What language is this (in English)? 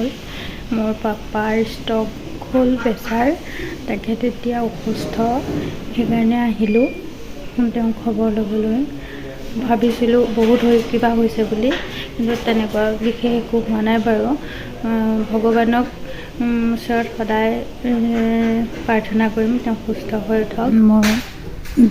Assamese